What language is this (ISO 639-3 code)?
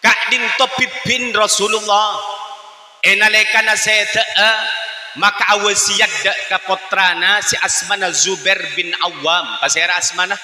mad